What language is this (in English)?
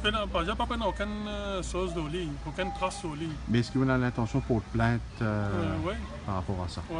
Morisyen